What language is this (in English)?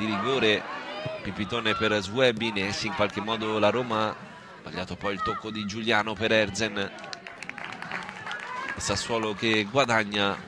Italian